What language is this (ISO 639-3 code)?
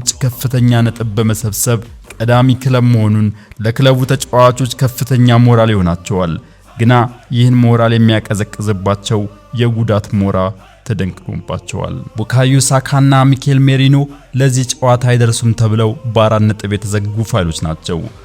amh